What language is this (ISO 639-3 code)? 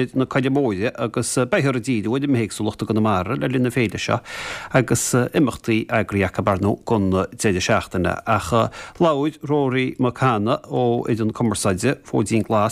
gle